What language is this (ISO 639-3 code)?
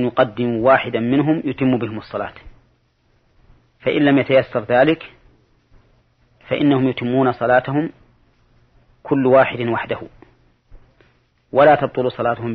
ara